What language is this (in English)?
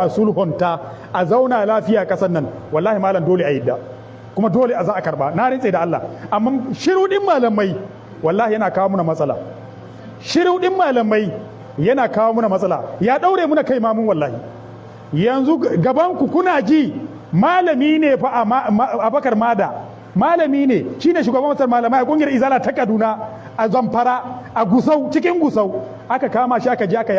Hausa